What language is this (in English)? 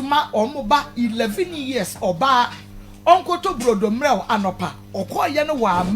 Akan